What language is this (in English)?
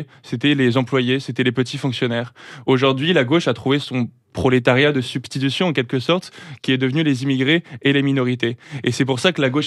French